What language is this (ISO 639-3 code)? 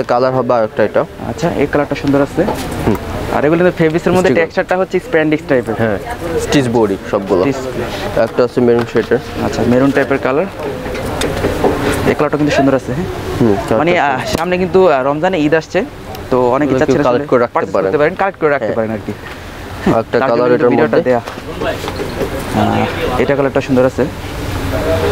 ben